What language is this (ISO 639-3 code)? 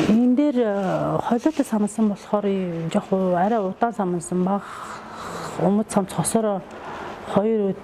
mon